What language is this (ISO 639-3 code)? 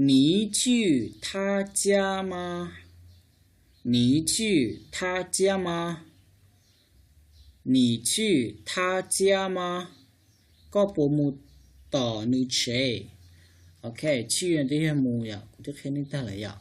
hmn